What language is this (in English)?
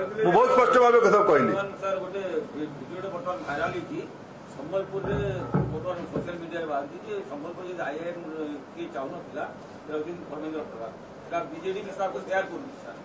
Odia